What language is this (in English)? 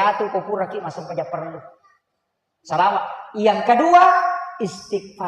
Buginese